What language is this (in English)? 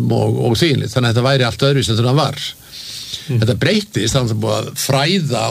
Icelandic